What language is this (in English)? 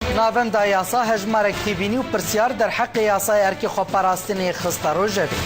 Kurdish